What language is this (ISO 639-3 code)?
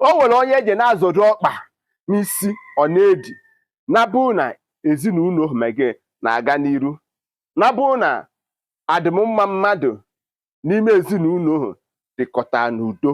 ibo